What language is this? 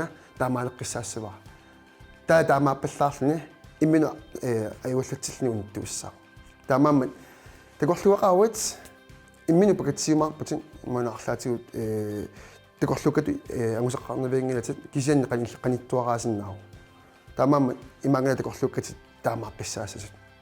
Kalaallisut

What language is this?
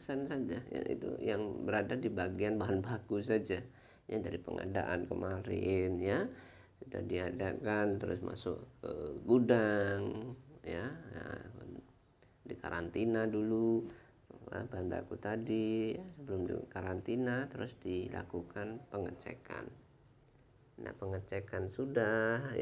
Indonesian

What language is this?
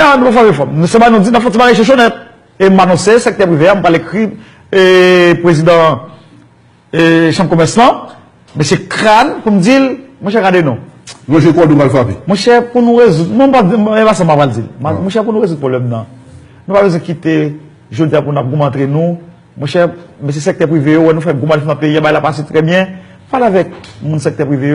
Haitian Creole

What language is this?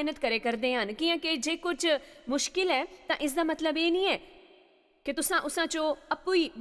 Dogri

